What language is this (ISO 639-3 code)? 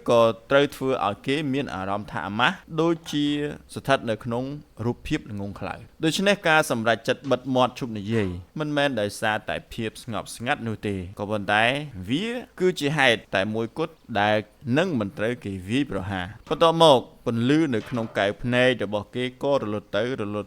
khm